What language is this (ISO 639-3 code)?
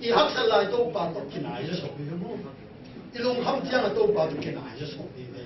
ctd